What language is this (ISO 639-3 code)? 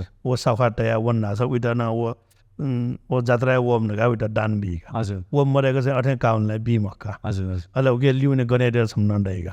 new